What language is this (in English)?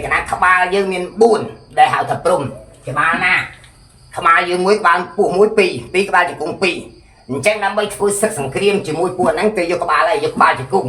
Khmer